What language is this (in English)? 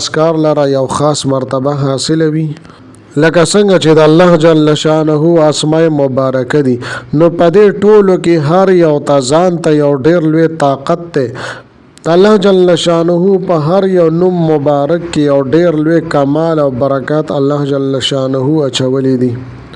Pashto